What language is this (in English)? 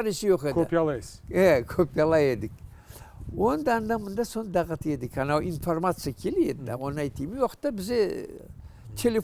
Crimean Tatar